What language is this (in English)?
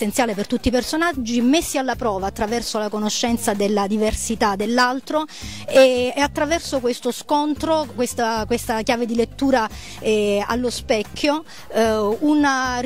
Italian